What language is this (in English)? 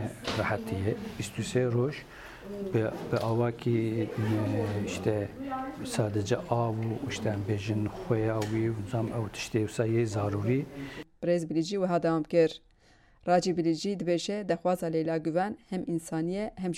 Kurdish